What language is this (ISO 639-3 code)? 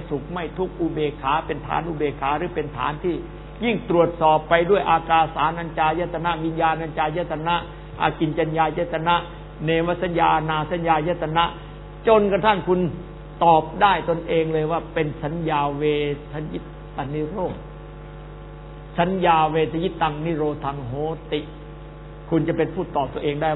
tha